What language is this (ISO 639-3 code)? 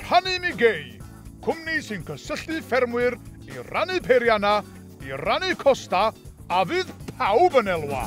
cym